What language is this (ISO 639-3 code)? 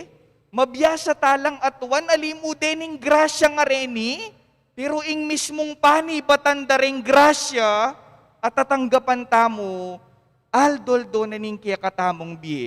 pam